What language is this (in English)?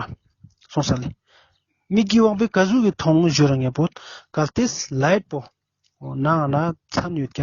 Ladakhi